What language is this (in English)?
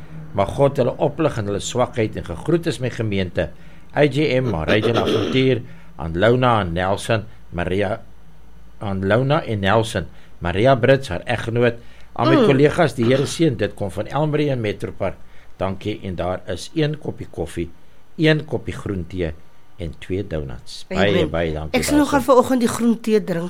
Afrikaans